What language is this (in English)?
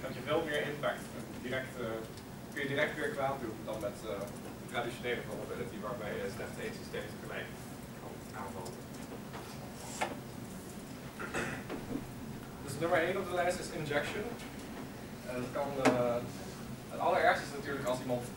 Dutch